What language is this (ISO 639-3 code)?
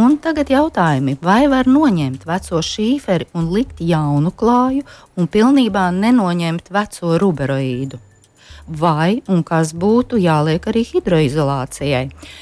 lav